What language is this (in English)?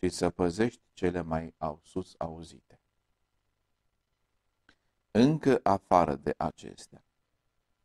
Romanian